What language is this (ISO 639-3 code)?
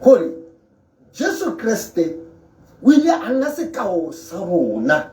tsn